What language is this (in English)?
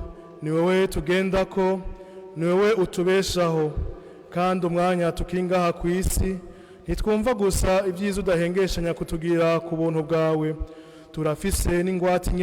Rundi